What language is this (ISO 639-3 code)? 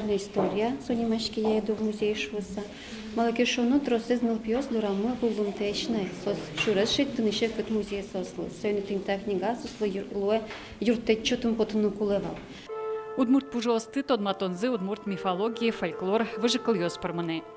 udm